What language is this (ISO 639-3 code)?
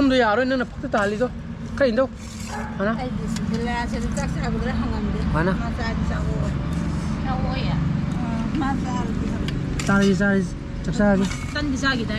mni